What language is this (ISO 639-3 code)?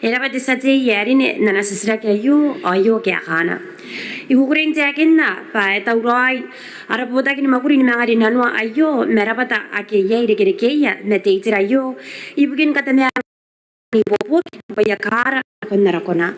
gil